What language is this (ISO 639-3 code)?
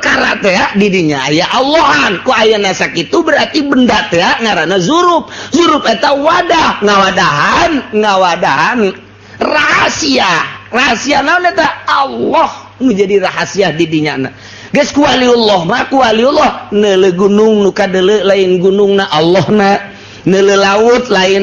sun